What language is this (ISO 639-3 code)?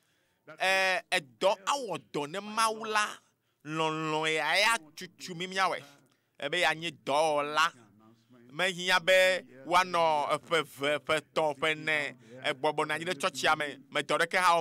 ewe